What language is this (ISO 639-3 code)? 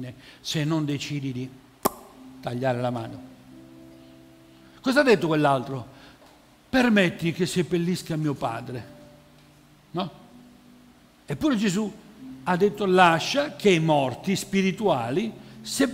ita